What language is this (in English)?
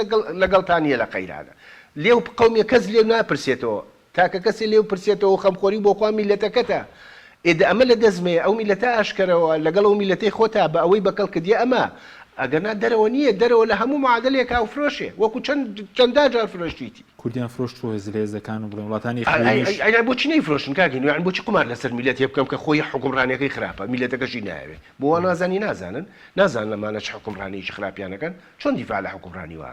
Central Kurdish